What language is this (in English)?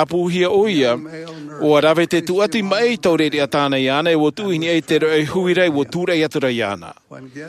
Tahitian